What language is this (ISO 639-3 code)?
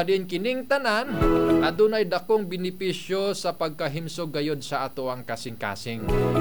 ceb